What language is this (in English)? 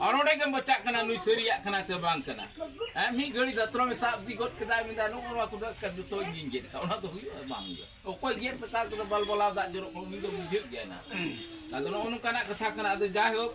Santali